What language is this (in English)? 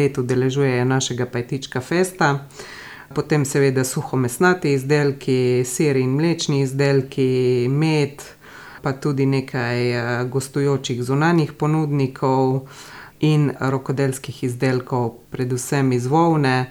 Slovenian